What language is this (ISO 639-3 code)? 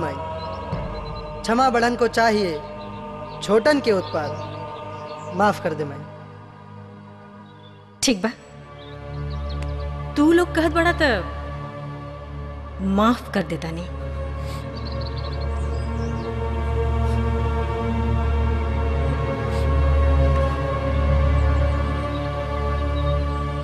bho